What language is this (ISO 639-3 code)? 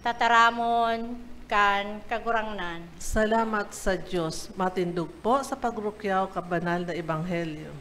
bik